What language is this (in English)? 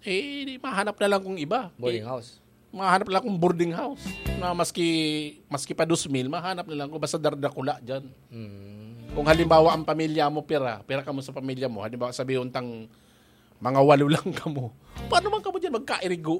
Bikol